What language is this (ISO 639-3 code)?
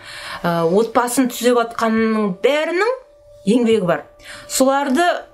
kaz